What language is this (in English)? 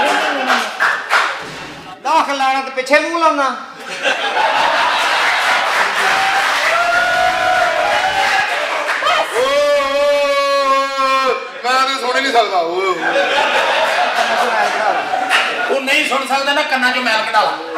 Punjabi